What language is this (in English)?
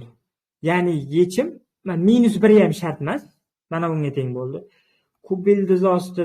Uzbek